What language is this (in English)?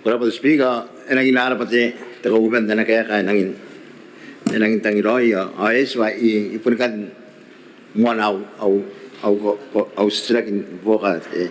Gilbertese